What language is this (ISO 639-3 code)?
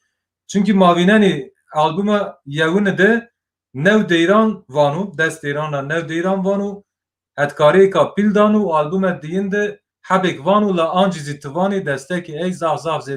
zza